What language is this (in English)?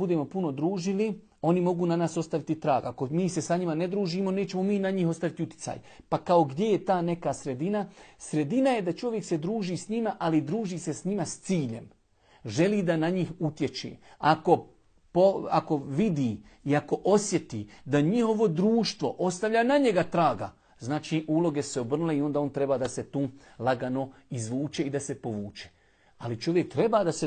Bosnian